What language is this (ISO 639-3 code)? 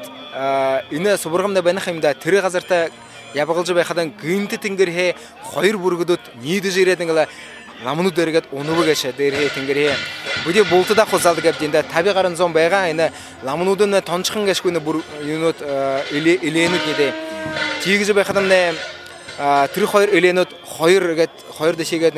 bua